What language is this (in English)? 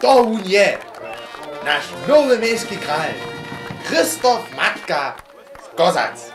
Upper Sorbian